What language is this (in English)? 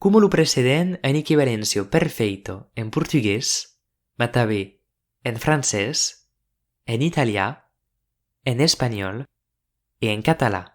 Occitan